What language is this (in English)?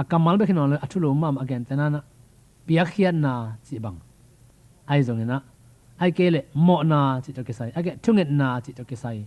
Tedim Chin